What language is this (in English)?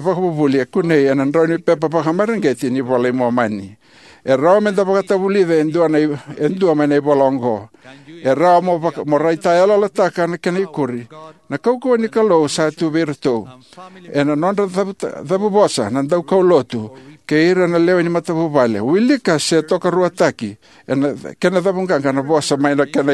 Fijian